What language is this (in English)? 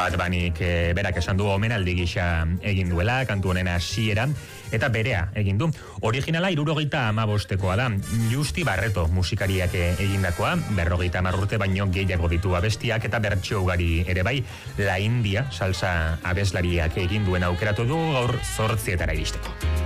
Basque